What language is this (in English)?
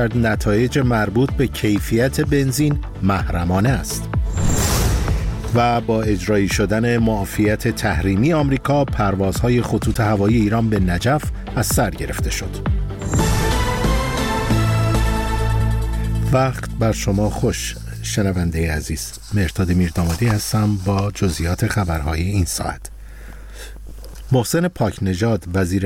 Persian